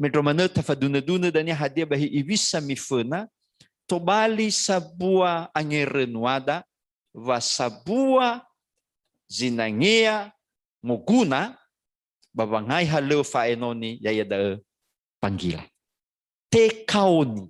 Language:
Nias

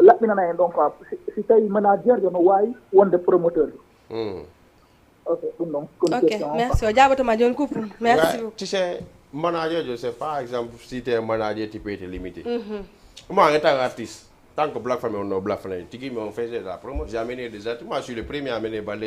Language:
Fula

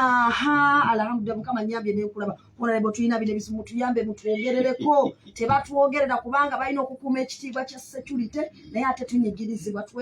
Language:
Ganda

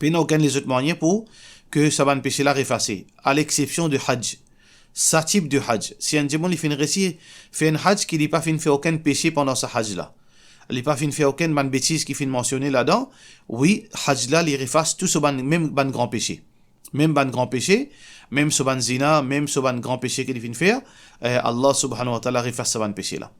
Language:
Morisyen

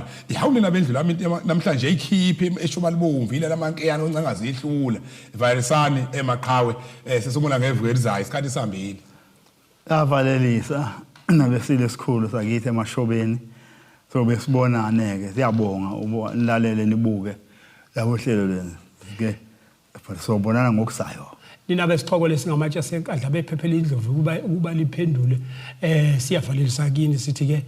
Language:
Zulu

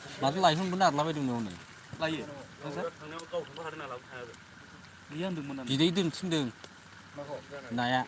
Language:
Bodo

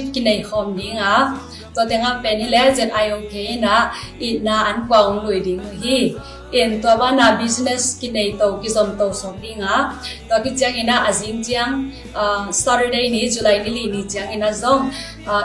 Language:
Tedim Chin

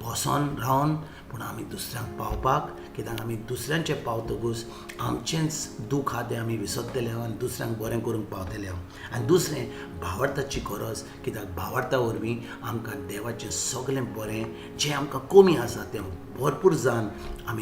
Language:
Konkani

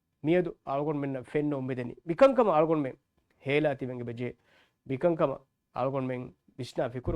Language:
Divehi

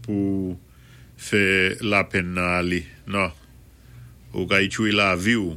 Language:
Saint Lucian Creole French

